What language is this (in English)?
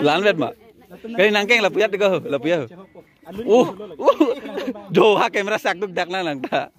Karbi